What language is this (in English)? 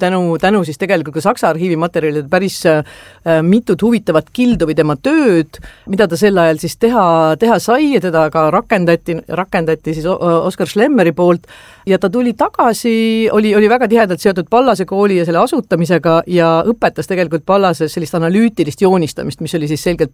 Estonian